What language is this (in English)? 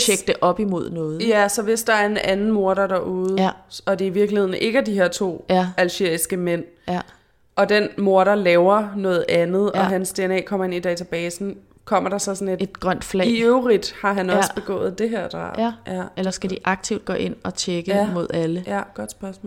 Danish